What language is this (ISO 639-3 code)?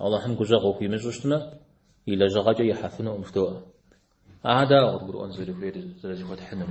kbd